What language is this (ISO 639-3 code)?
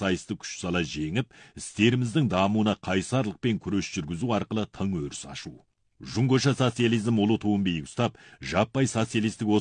kaz